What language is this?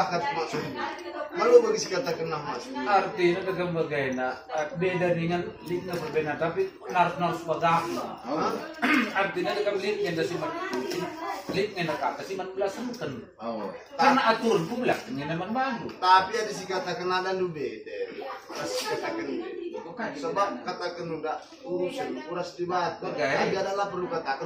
Batak Karo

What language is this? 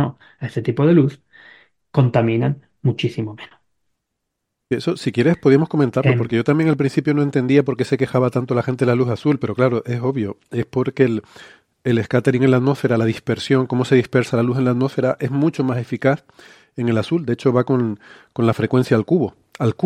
Spanish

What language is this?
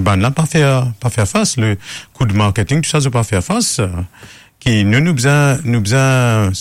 Morisyen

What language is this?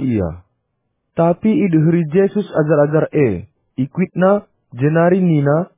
Batak Karo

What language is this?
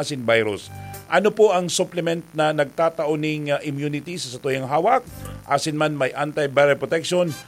Bikol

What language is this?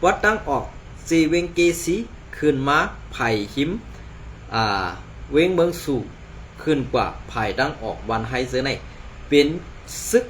Shan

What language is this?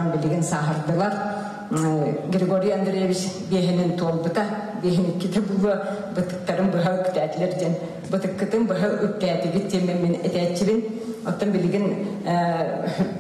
Yakut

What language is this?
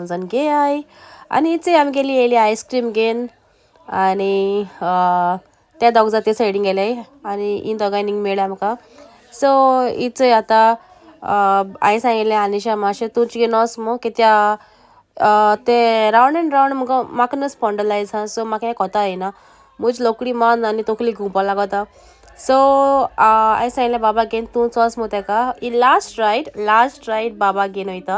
Konkani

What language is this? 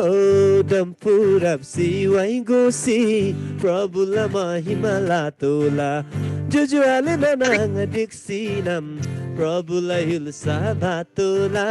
Eastern Tamang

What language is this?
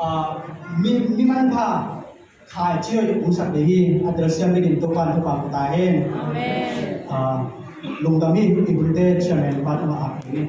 Tedim Chin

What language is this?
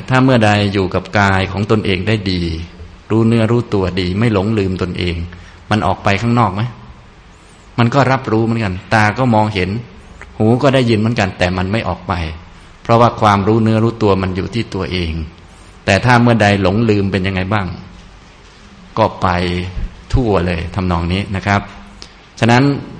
Thai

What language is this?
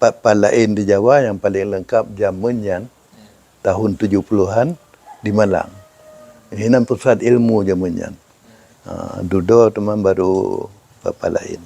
Achinese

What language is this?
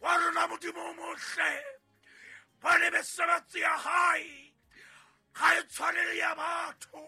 Southern Sotho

